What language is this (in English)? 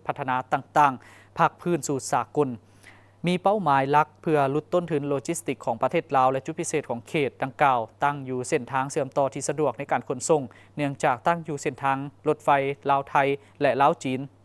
Lao